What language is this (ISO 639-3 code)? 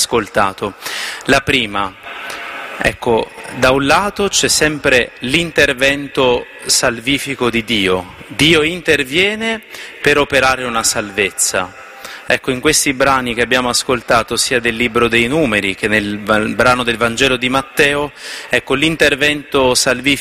ita